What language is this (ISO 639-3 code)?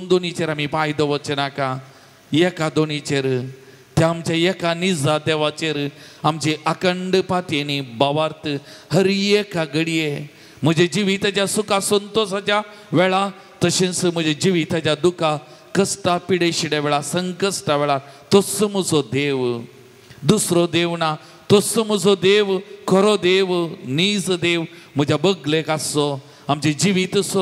kok